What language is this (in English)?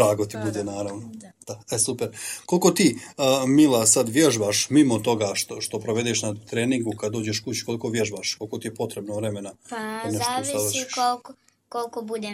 Serbian